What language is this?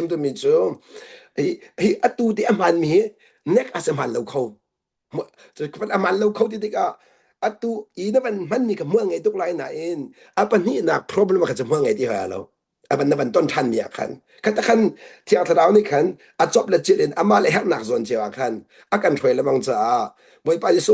Hakha Chin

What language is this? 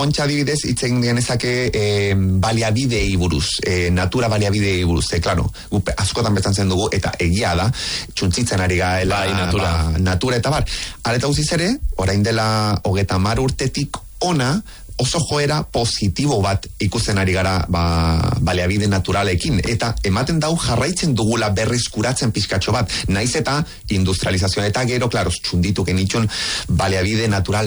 Basque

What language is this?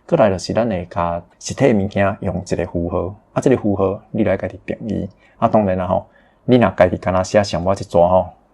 Min Nan Chinese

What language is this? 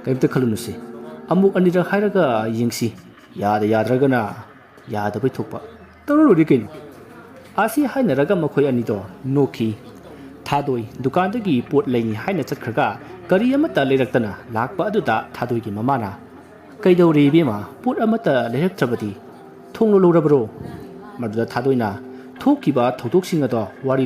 Manipuri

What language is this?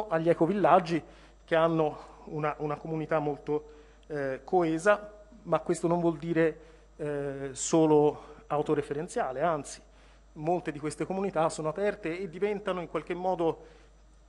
Italian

